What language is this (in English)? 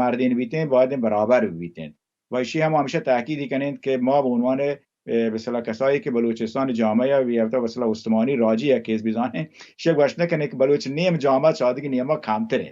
Baluchi